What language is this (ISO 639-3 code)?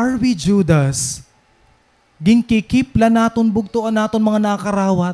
war